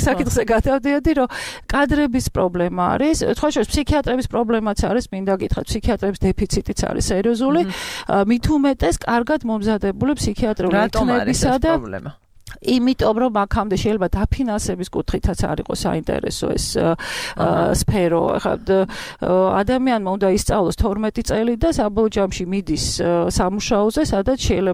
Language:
Georgian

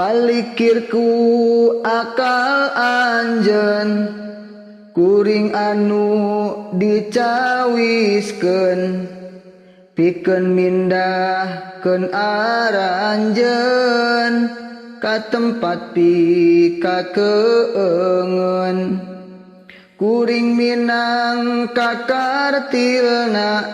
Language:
Sundanese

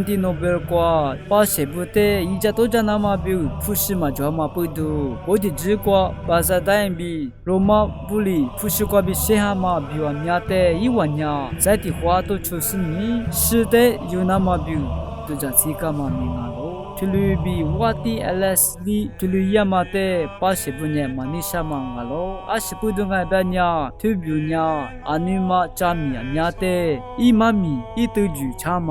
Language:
Lisu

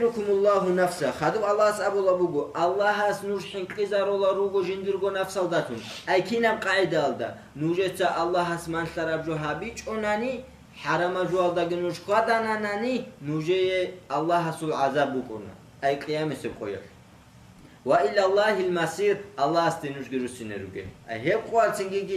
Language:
Avaric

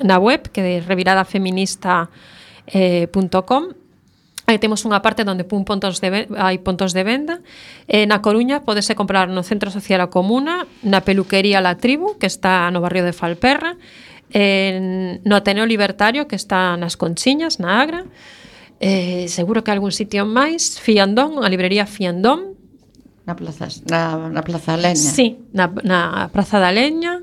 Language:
Galician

